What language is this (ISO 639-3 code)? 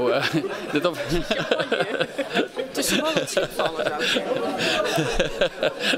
nld